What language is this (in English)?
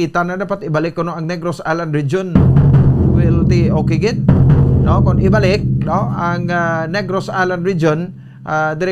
Hiligaynon